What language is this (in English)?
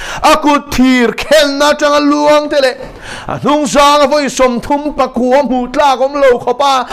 Mizo